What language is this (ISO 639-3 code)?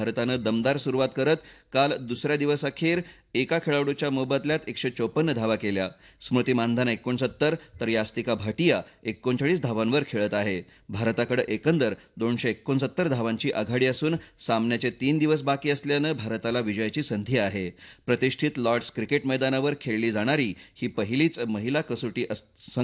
mar